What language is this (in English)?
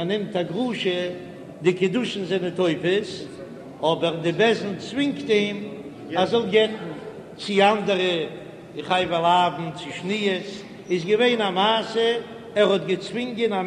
Yiddish